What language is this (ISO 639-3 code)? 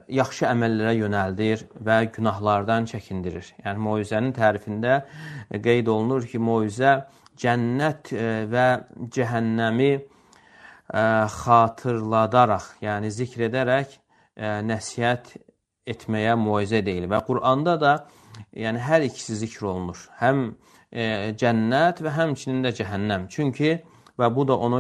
aze